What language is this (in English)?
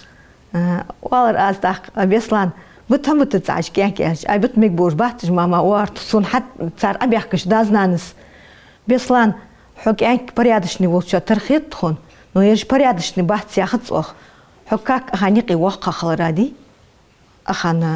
Ingush